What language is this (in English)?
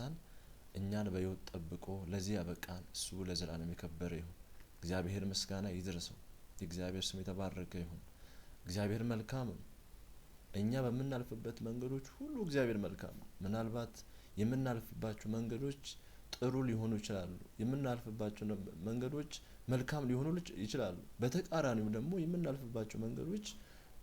Amharic